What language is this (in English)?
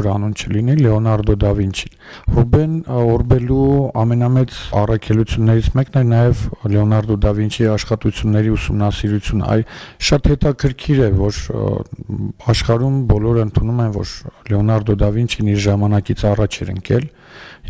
Armenian